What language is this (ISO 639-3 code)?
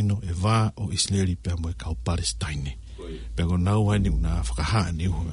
ton